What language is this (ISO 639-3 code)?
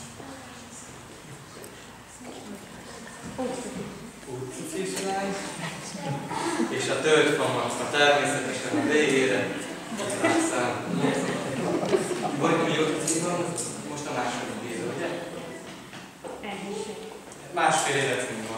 hun